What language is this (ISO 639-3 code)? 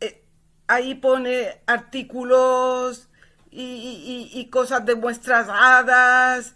lad